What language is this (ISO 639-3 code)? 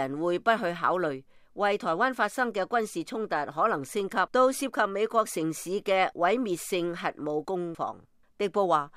yue